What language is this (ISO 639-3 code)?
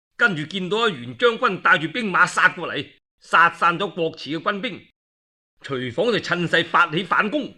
yue